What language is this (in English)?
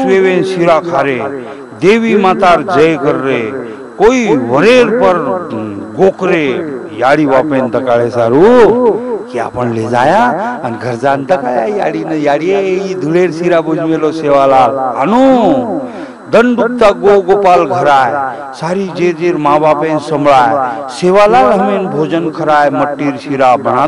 Lambadi